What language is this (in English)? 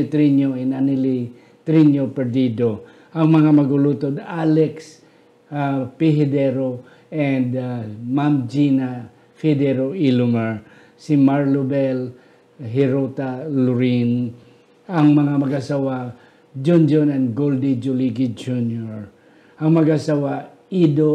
Hiligaynon